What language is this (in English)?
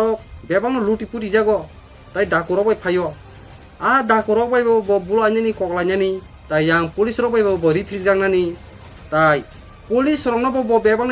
Kok Borok